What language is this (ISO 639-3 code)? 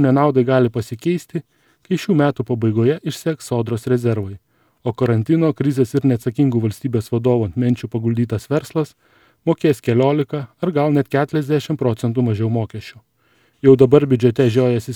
lit